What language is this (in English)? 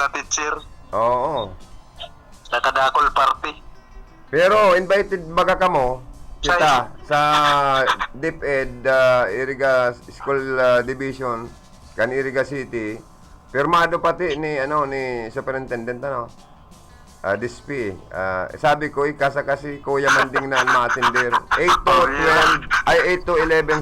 Bikol